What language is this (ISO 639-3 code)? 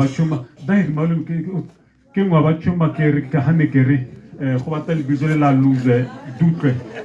tsn